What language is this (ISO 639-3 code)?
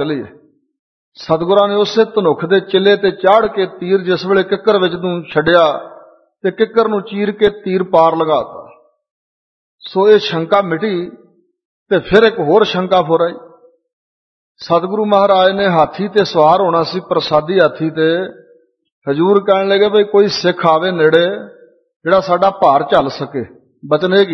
pan